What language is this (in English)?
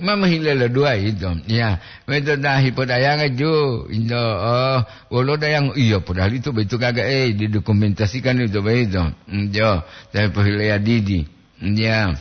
Gorontalo